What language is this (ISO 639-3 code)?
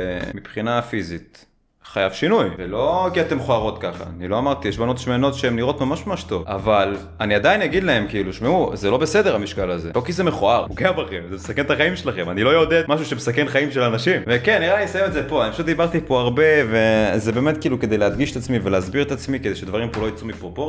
heb